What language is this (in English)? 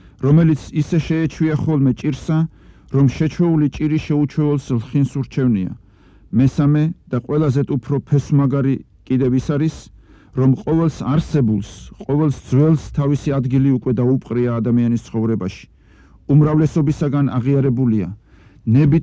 Georgian